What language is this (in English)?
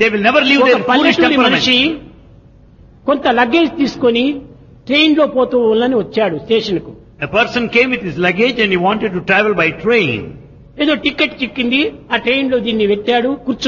Telugu